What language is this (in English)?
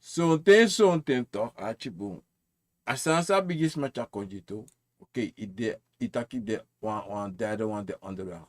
Sranan Tongo